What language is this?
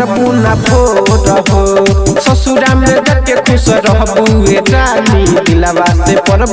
Bhojpuri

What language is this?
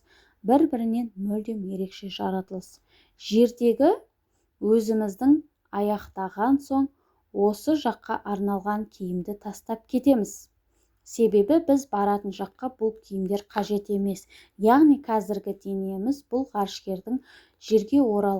Kazakh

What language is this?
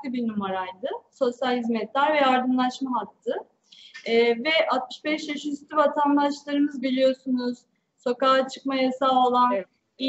Turkish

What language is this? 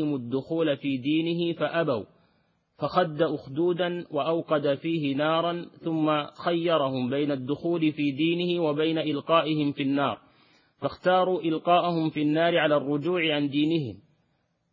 Arabic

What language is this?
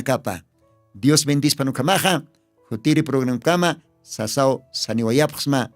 Aymara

